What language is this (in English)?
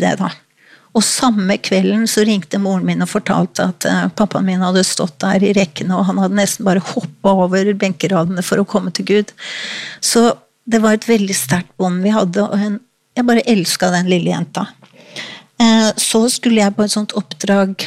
Norwegian